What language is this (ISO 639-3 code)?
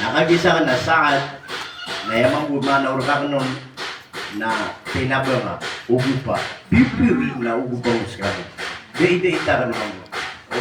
mrw